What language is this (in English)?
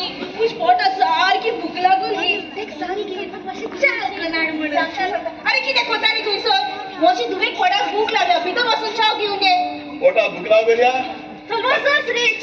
Konkani